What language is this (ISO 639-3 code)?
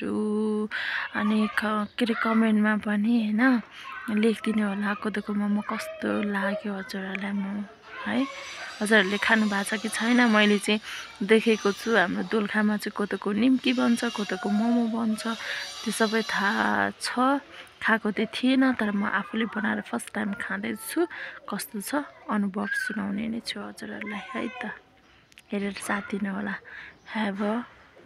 nep